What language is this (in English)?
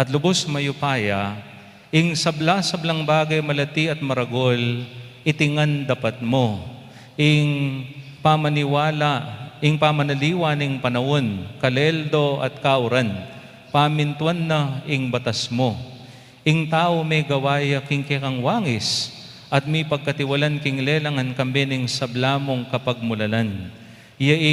Pampanga